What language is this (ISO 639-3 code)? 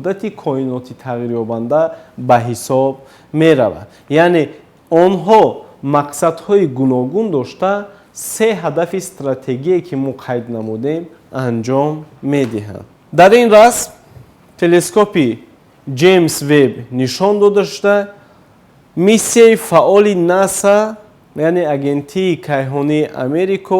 tgk